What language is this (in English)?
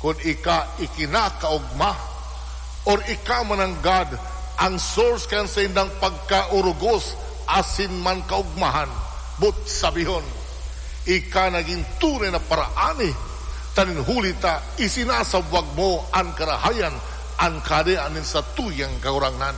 Bikol